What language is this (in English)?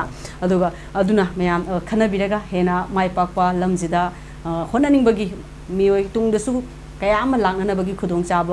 Manipuri